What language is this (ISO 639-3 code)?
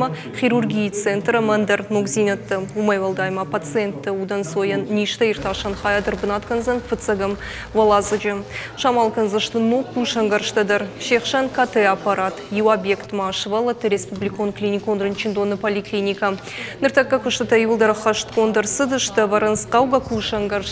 oss